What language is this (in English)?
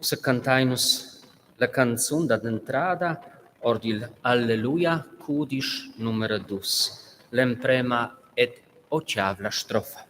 Romansh